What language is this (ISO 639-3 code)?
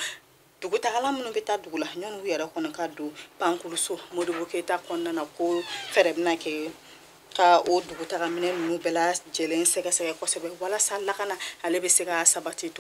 bam